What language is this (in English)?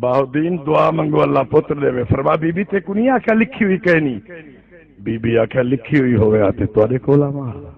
Saraiki